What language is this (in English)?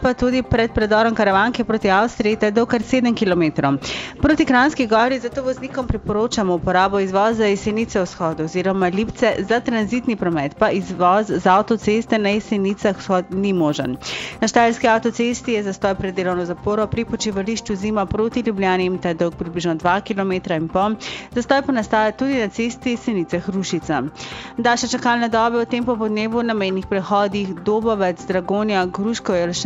Slovenian